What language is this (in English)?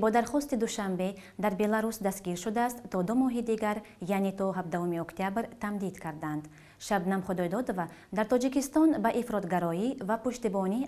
Tajik